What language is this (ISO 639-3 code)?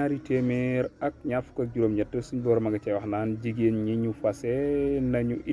wol